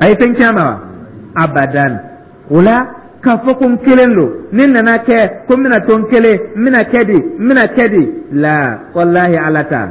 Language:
Dyula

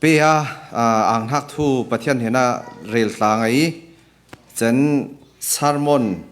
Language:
Falam Chin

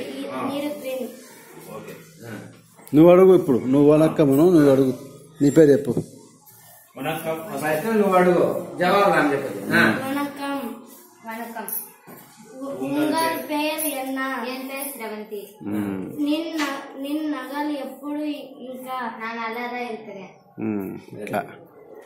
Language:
Telugu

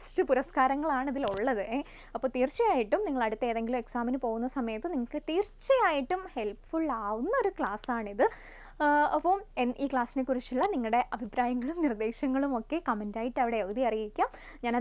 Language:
Malayalam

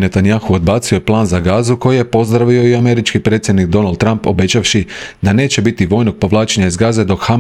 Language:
Croatian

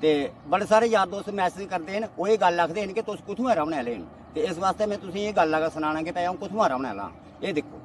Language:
Dogri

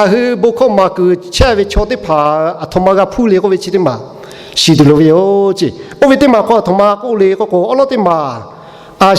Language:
Lahu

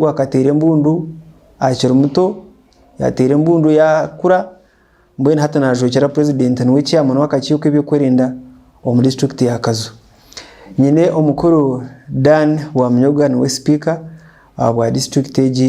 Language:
Nyankole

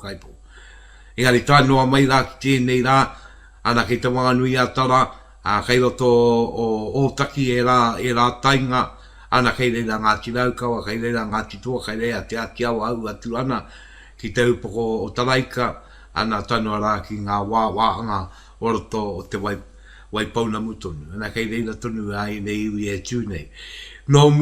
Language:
Māori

